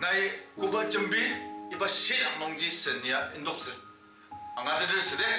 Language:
Ao Naga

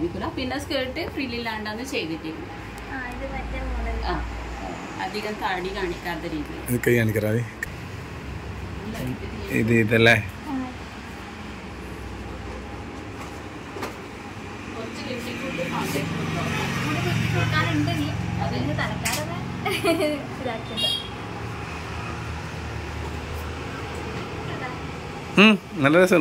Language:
Malayalam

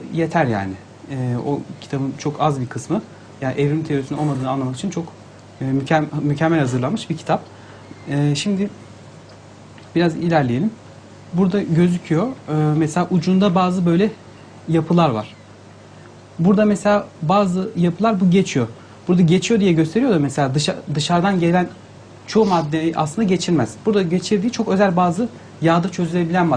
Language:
Turkish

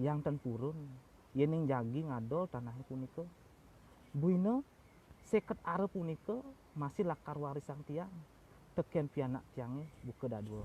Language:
Balinese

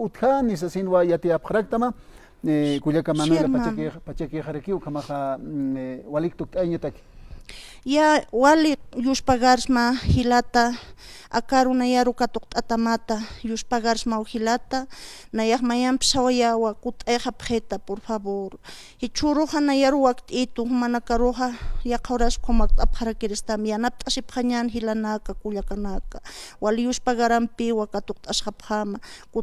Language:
Aymara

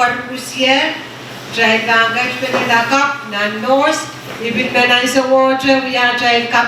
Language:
Pohnpeian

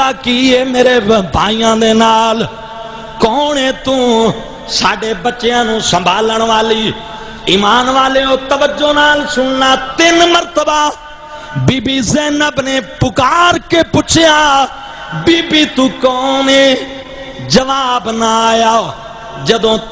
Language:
Saraiki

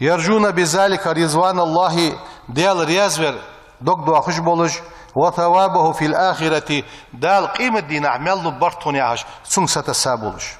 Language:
Ingush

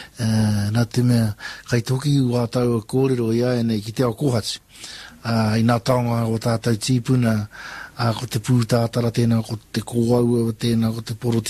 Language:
Māori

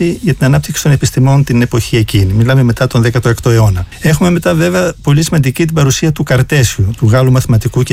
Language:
Greek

